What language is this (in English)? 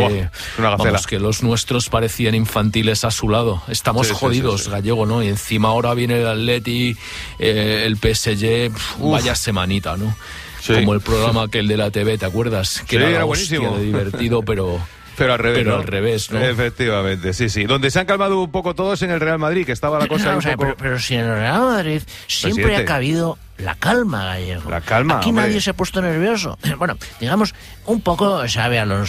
Spanish